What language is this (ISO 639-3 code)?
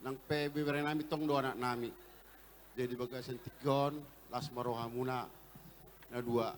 bbc